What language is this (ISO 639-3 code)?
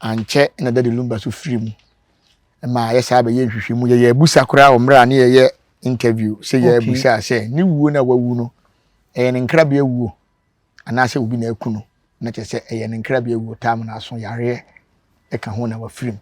aka